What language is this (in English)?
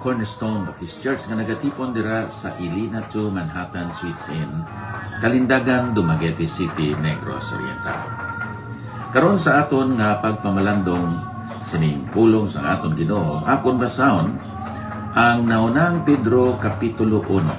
Hiligaynon